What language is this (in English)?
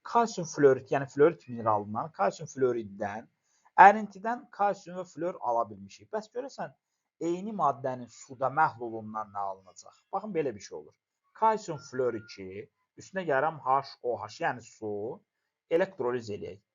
Azerbaijani